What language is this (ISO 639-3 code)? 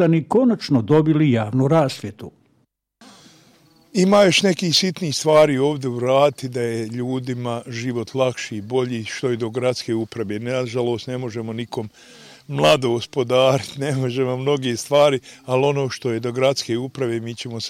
bos